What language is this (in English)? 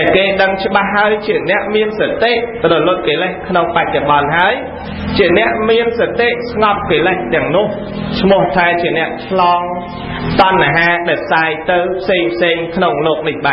Khmer